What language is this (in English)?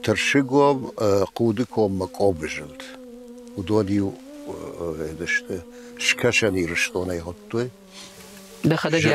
Ossetic